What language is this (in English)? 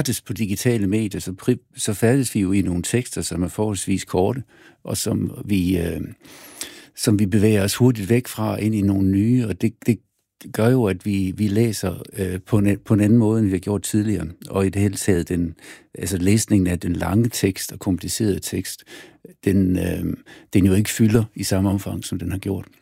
Danish